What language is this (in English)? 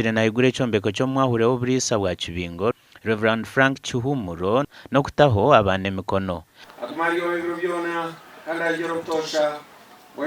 Nyankole